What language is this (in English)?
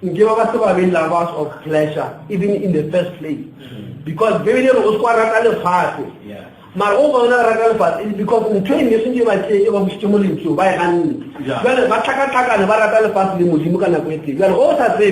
Northern Sotho